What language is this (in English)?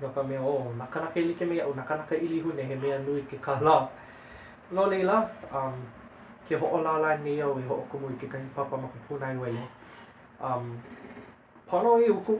Hawaiian